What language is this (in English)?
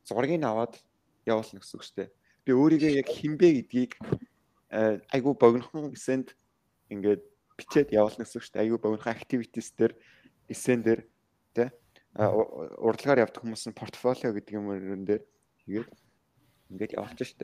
Mongolian